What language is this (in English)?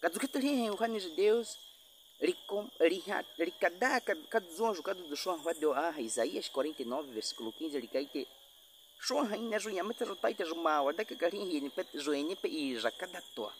Baniwa